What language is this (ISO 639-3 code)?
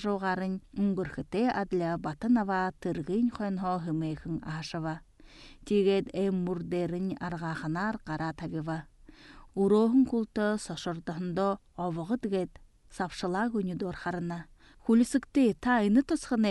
bua